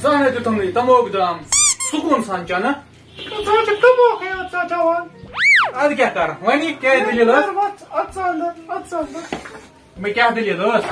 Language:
Kashmiri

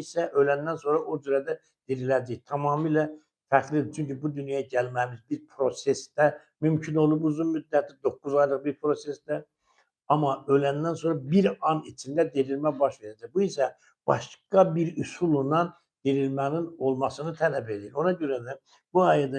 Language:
Azerbaijani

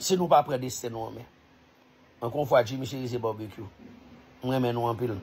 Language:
Haitian Creole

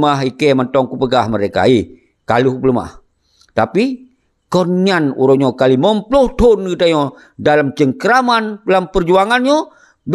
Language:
Achinese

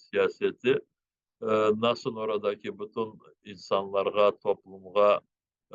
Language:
Crimean Tatar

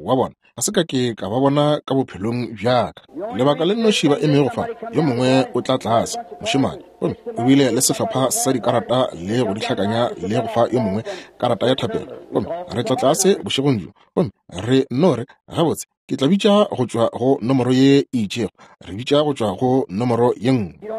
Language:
Northern Sotho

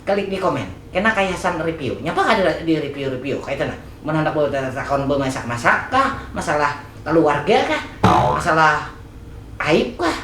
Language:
Banjar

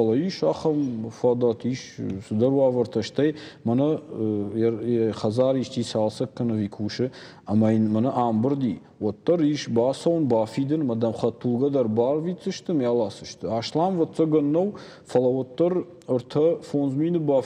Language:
Ossetic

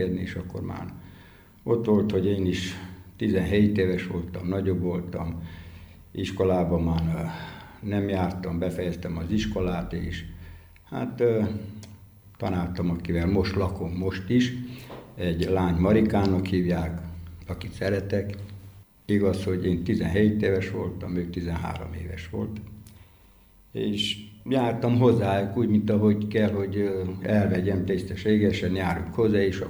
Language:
Hungarian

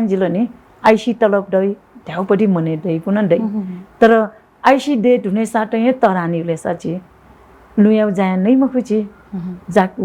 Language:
Newari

